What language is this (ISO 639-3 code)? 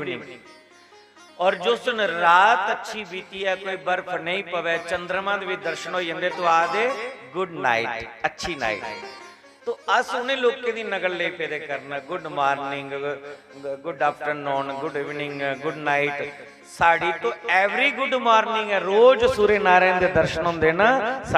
doi